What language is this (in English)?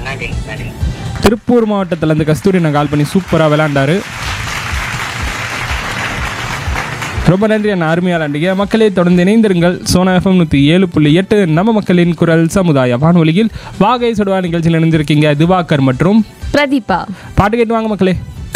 Tamil